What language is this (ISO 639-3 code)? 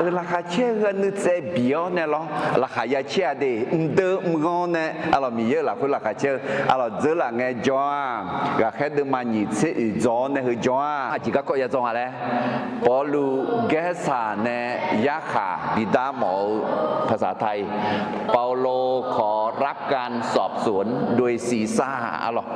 ahk